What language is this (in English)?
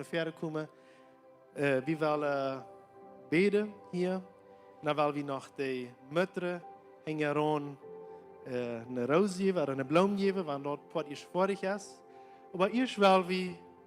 Plautdietsch